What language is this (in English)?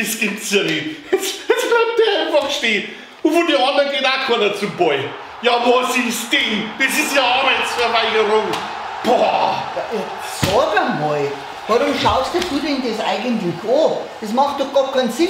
Bavarian